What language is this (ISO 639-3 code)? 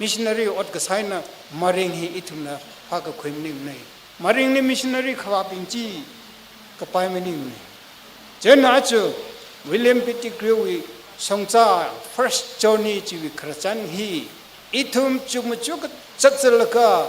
nmf